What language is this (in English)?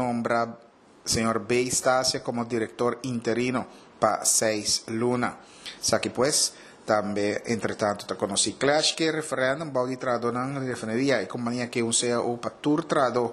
Papiamento